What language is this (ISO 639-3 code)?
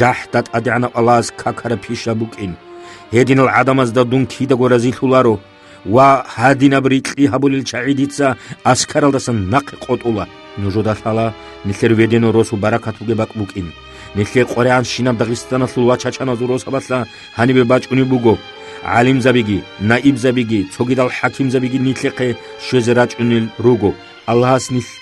ava